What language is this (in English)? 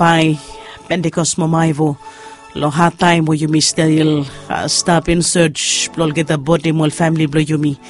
Bislama